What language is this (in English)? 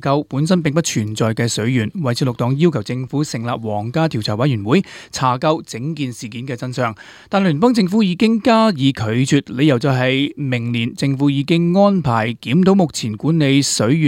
Cantonese